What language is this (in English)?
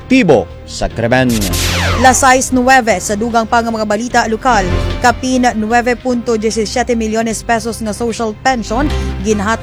Hiligaynon